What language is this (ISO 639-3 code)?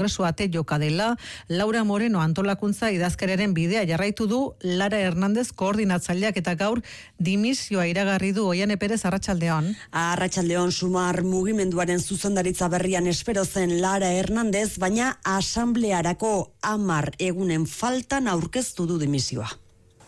eus